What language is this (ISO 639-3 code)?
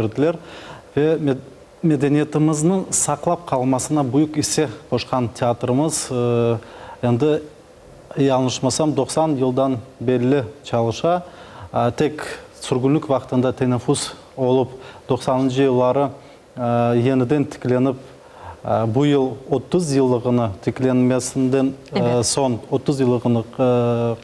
crh